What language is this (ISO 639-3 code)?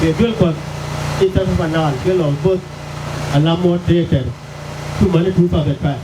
nus